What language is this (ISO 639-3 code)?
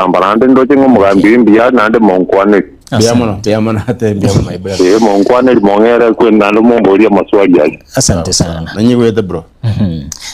guz